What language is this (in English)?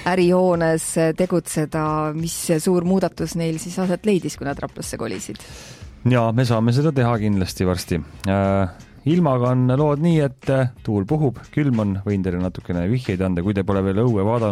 Estonian